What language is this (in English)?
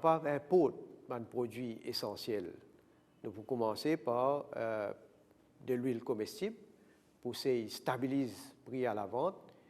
Morisyen